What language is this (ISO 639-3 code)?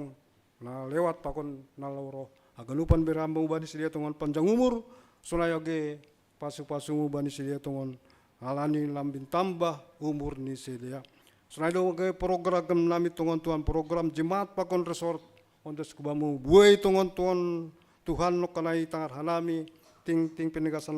bts